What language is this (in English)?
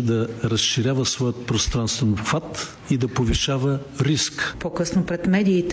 Bulgarian